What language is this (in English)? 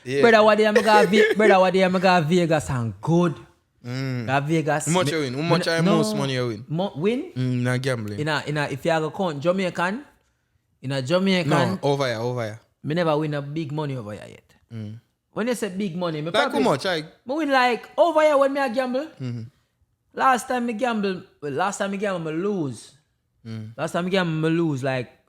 Jamaican Creole English